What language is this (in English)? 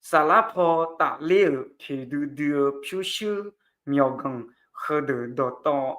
Akha